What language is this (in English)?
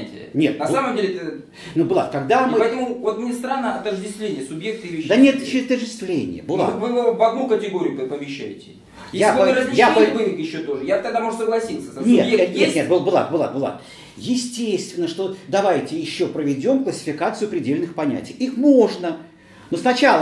Russian